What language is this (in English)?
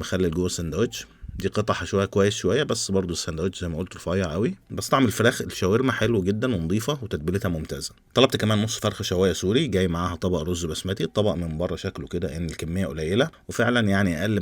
Egyptian Arabic